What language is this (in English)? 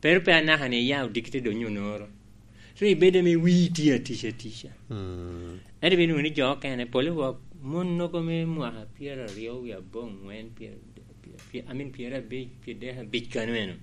Lango (Uganda)